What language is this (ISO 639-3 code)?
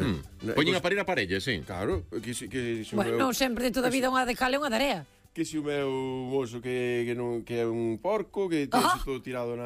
glg